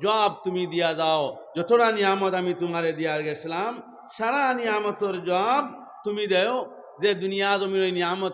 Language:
Sylheti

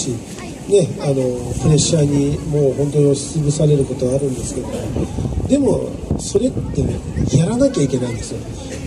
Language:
Japanese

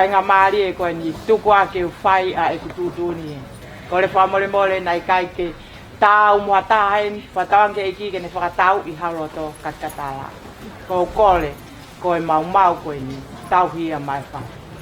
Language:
Tongan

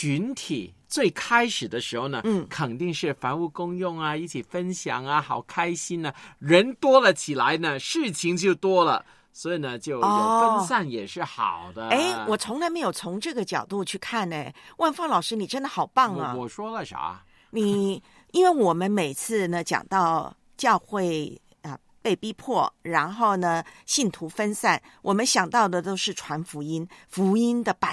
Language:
Chinese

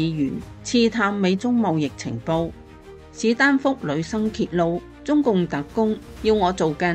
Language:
Cantonese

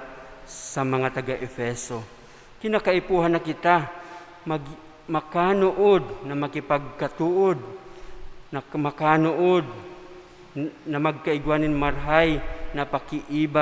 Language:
Bikol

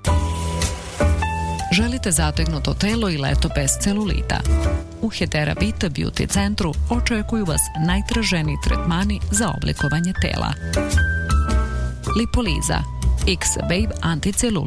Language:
Serbian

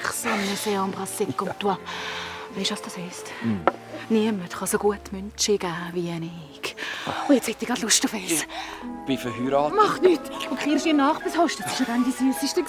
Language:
Swiss German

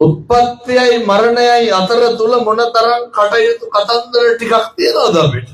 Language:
Sinhala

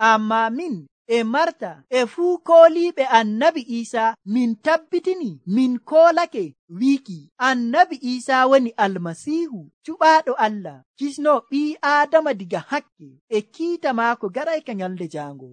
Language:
Nigerian Fulfulde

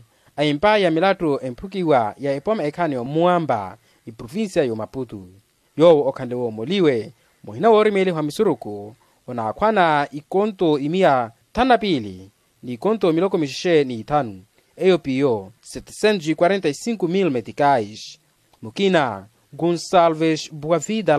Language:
Makhuwa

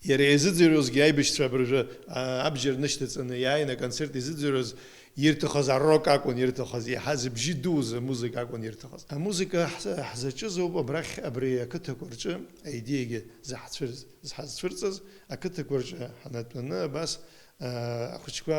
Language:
Abkhazian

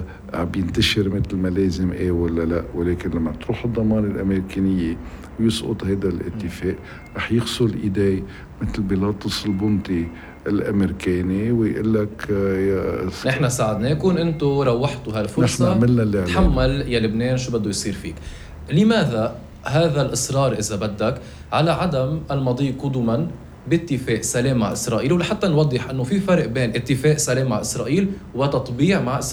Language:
North Levantine Arabic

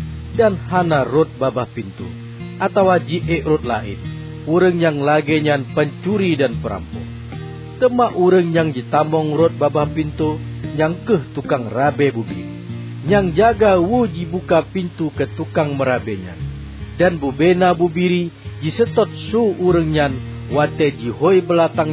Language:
Achinese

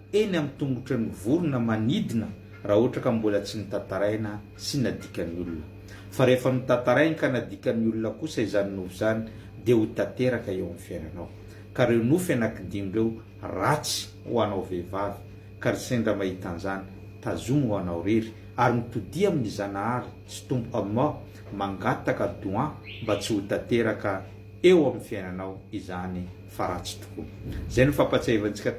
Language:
Malagasy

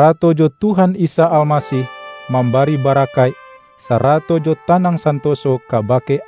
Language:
Minangkabau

